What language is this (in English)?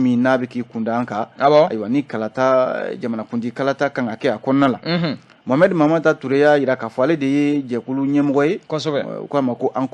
Bambara